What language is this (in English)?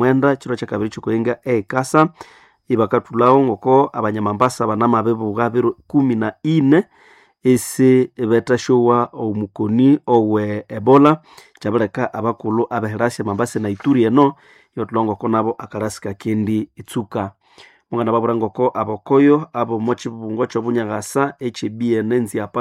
Nande